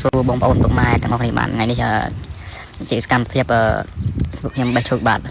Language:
Khmer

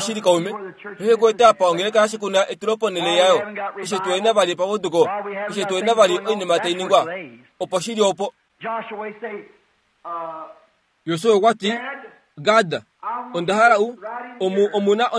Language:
Kuanyama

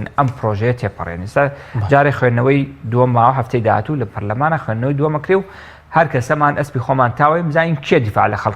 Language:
Central Kurdish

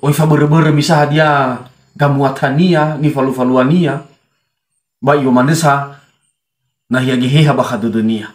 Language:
Nias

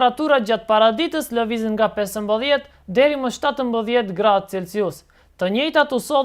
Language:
Albanian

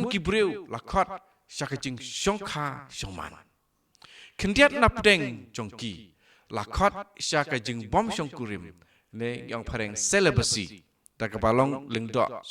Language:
Khasi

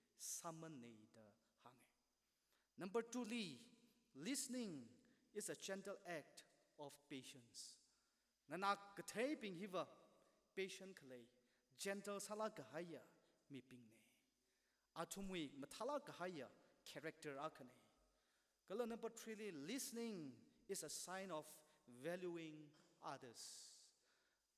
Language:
Tangkhul Naga (India)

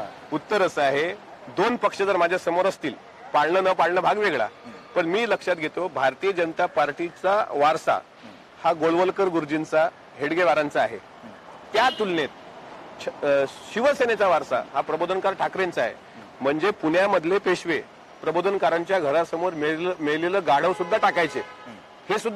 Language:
Marathi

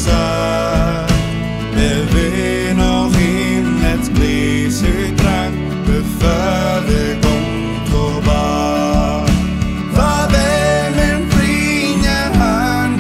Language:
Northern Frisian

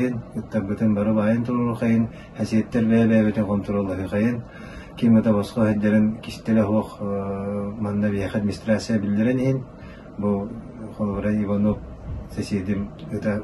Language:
Yakut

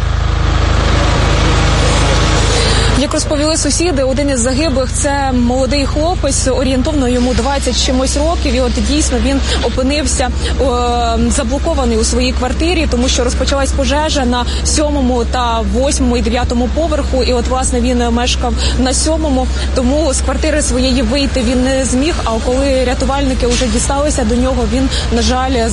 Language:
Ukrainian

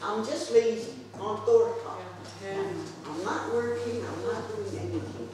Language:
Mohawk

